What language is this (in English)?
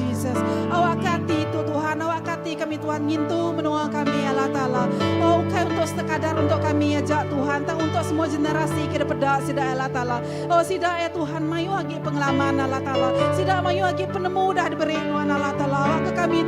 Iban